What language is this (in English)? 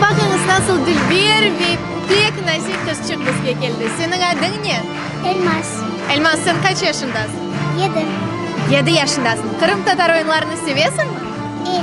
Crimean Tatar